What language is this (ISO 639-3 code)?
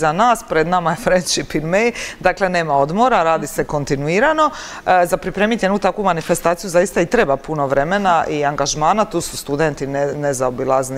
hrv